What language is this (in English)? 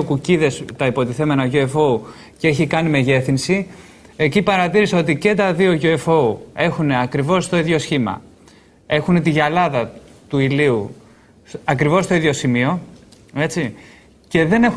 Greek